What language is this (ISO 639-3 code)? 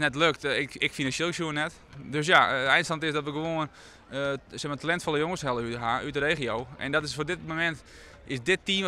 fry